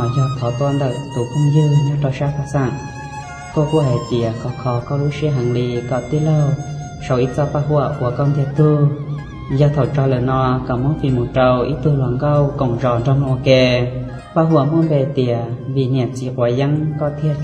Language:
Hmong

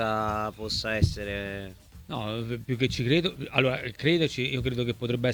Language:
Italian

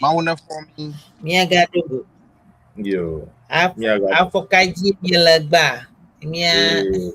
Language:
Ewe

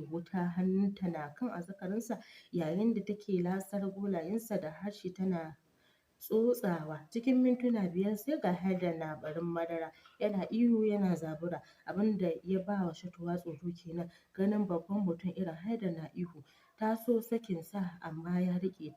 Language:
Hausa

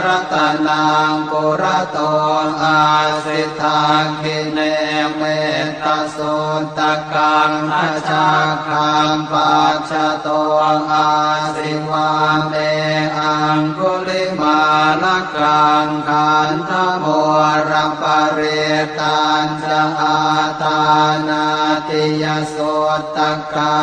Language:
Pali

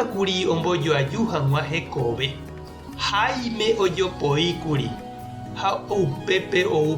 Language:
Guarani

